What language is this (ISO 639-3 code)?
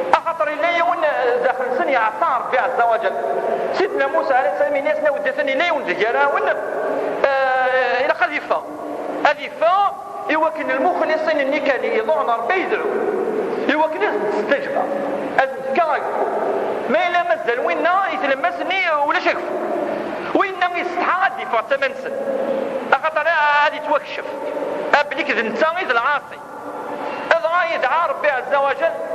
kab